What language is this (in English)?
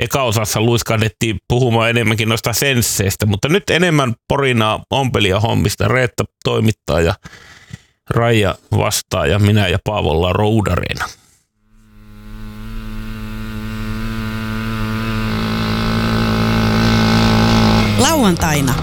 Finnish